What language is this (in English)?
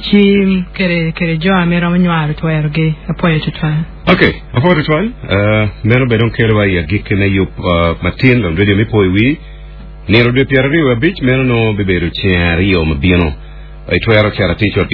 Acoli